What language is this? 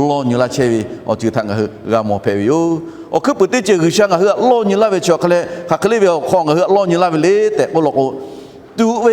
Lahu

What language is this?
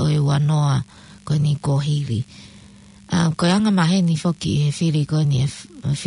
Tongan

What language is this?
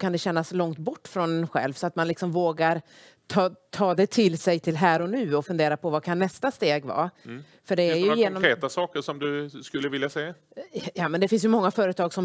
Swedish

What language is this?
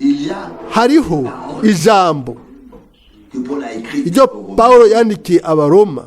Rundi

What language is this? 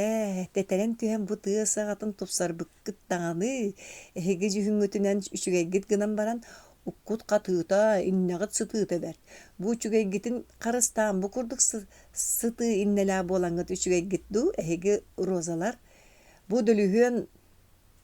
Yakut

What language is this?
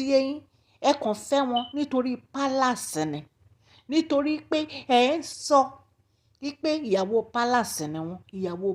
Yoruba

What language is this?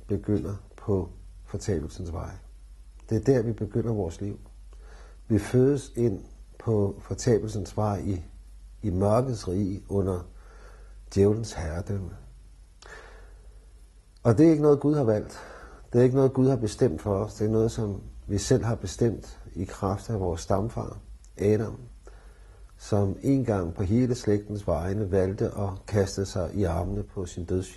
Danish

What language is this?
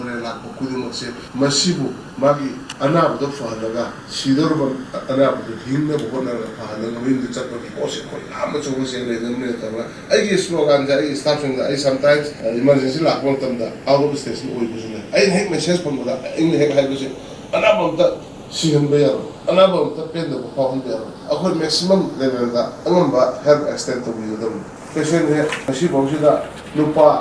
Manipuri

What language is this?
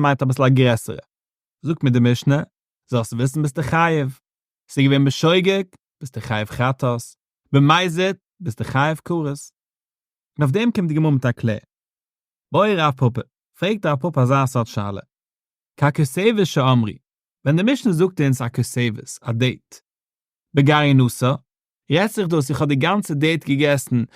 Yiddish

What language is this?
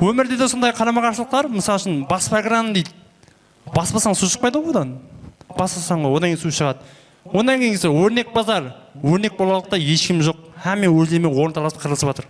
Kara-Kalpak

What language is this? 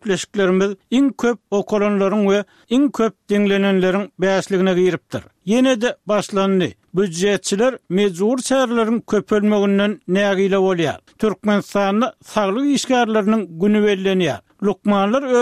Turkmen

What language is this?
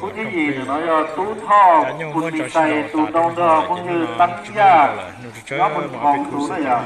Hmong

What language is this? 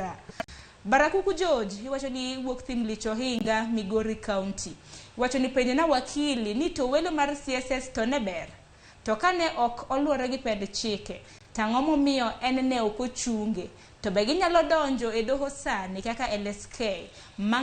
Luo (Kenya and Tanzania)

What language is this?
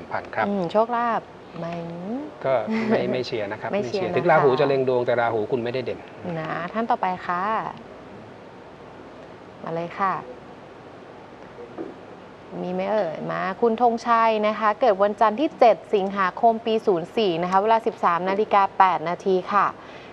Thai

